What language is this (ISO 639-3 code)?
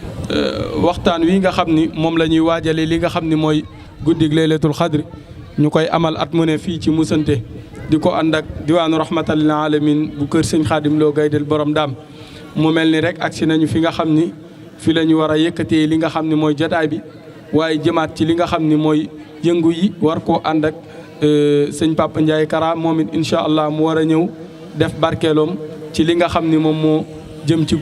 wol